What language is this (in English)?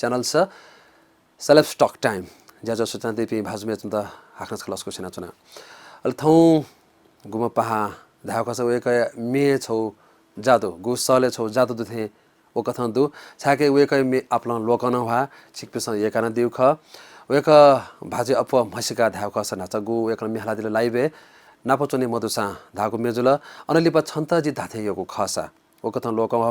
Newari